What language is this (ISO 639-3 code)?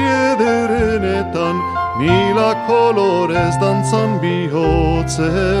eus